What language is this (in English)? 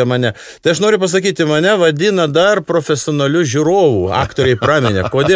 Lithuanian